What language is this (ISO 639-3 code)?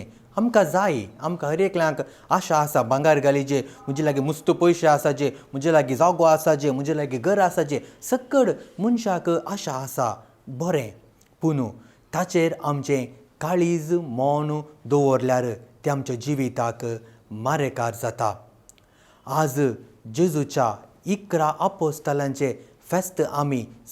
kok